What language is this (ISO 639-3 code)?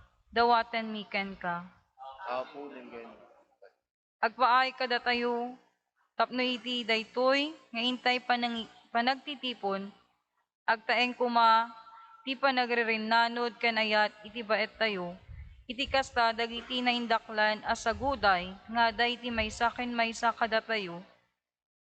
ilo